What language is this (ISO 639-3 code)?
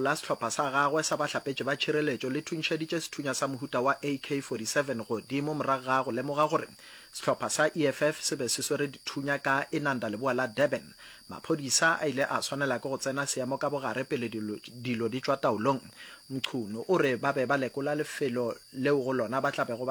nso